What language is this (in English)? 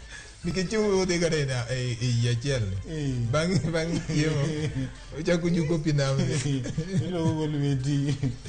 Luo (Kenya and Tanzania)